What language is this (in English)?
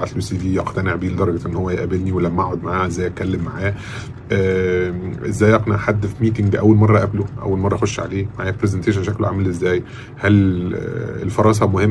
Egyptian Arabic